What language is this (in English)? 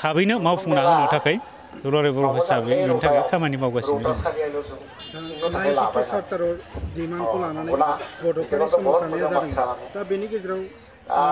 Bodo